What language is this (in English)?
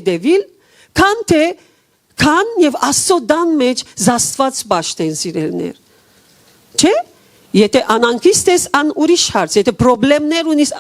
Western Armenian